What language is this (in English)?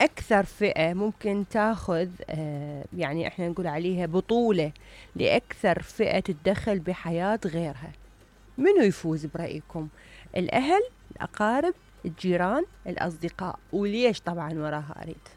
Mesopotamian Arabic